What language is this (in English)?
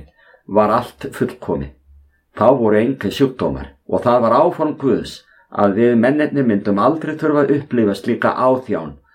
Icelandic